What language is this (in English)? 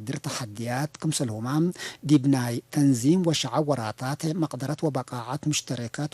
Tigre